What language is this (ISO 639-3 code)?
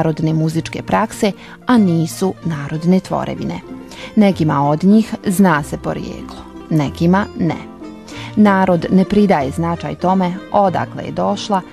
bos